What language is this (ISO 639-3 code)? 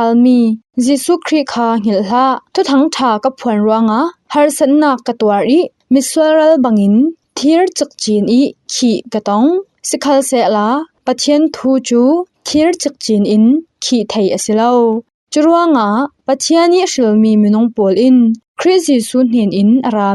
cfm